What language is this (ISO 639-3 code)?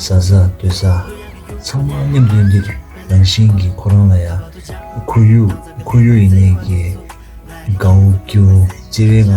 bod